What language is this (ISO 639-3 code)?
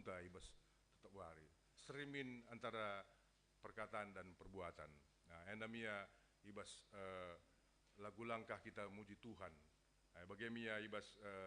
btx